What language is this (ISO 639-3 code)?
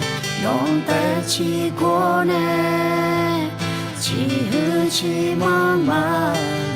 ahk